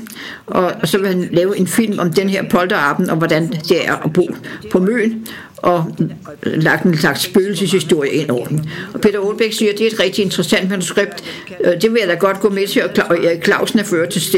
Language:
Danish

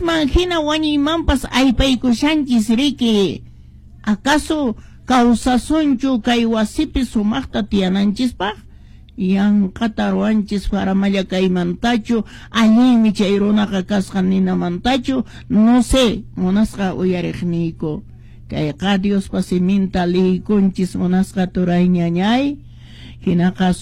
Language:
Quechua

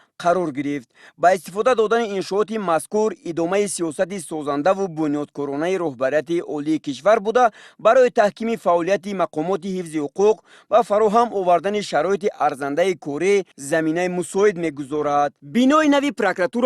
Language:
Tajik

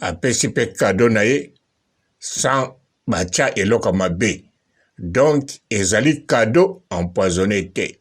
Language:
Lingala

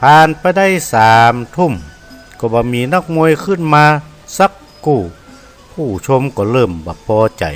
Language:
Northern Thai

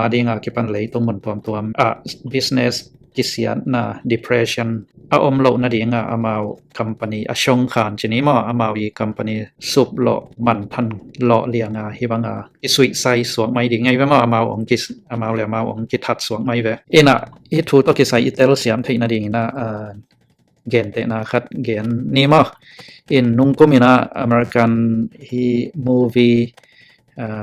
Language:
Tedim Chin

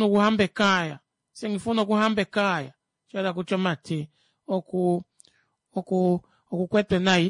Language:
Kuanyama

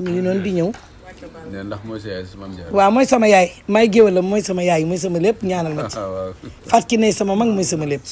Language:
Wolof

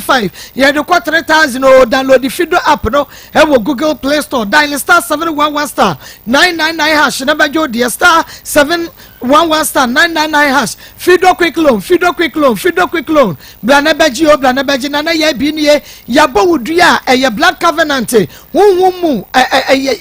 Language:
Akan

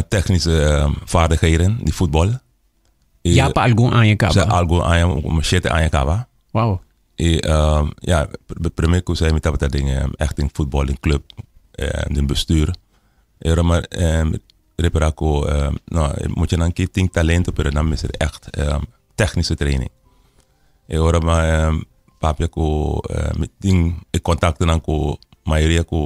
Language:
Papiamento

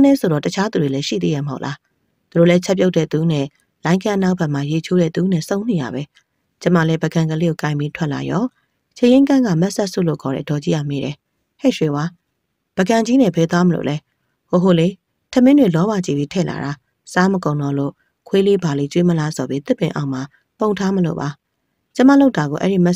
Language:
Burmese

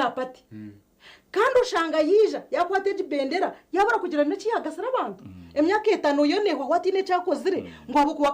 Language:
Nyankole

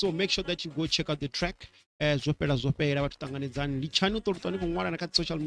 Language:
Venda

